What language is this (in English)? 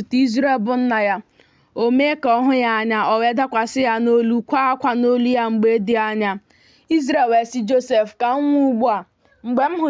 Igbo